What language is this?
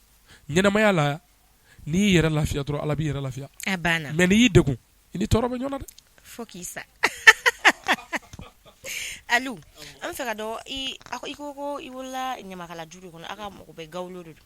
Bambara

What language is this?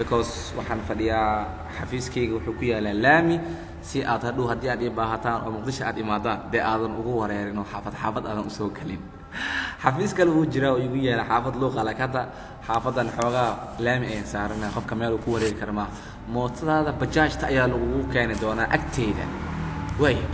Somali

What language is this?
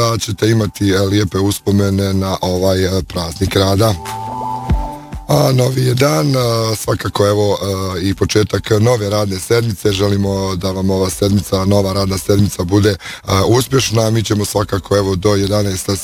Bosnian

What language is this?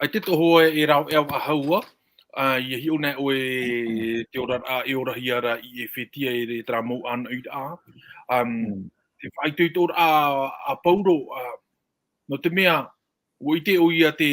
Tahitian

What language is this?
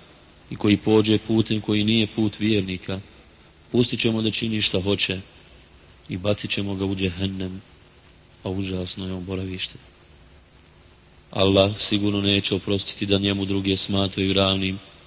Bosnian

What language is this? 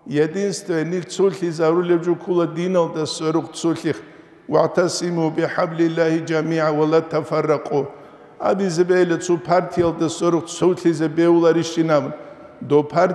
Avaric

